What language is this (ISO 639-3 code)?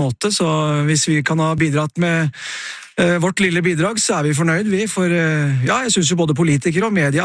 nor